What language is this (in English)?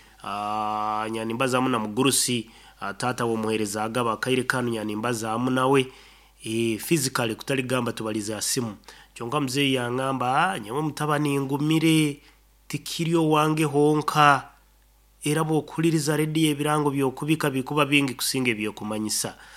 Nyoro